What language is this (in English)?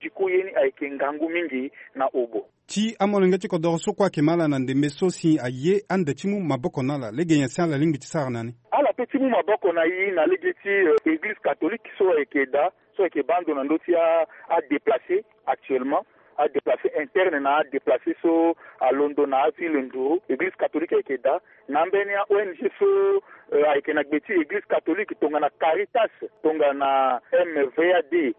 Sango